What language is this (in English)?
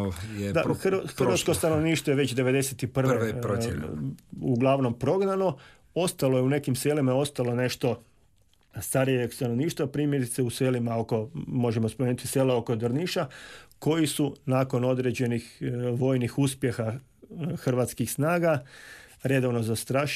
Croatian